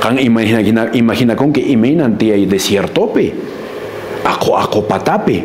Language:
Quechua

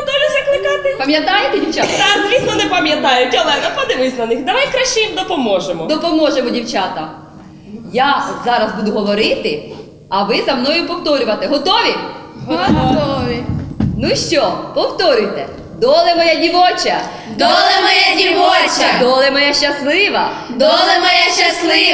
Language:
Ukrainian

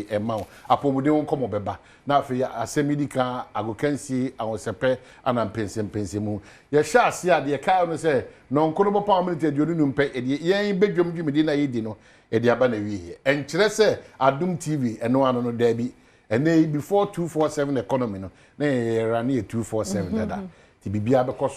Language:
Akan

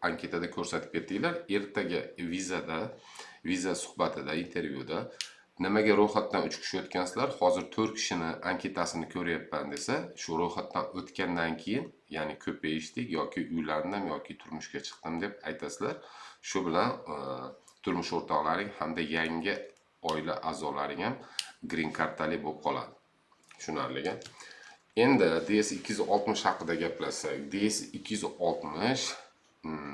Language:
Uzbek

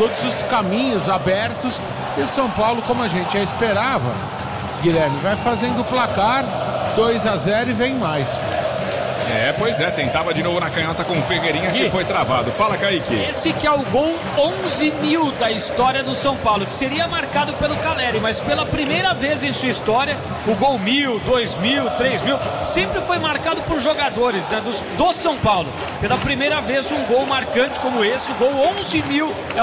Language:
Portuguese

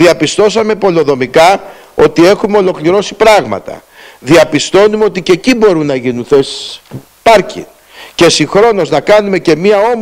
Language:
Greek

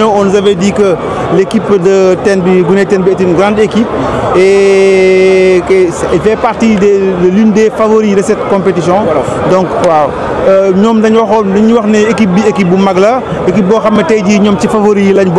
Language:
Wolof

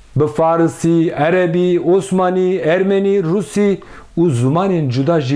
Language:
Kurdish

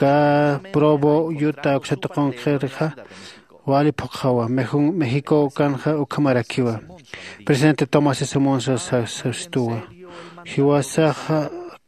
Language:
Aymara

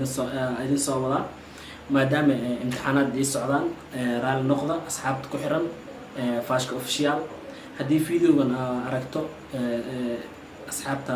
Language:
Somali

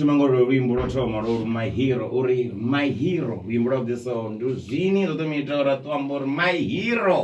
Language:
Venda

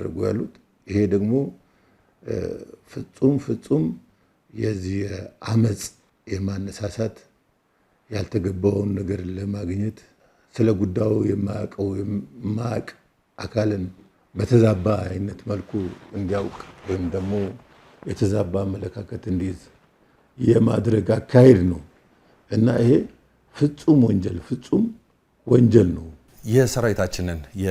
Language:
Amharic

